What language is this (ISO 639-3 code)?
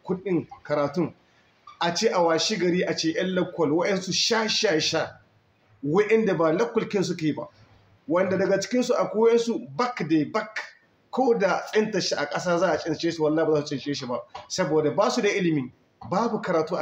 hau